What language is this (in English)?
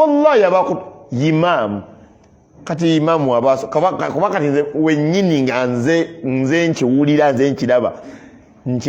Ganda